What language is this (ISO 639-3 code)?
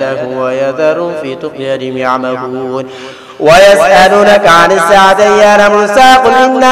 ara